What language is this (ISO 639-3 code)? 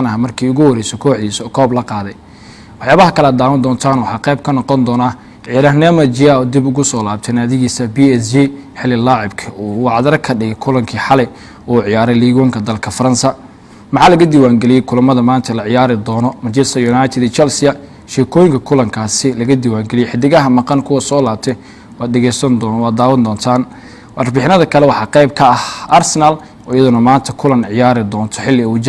som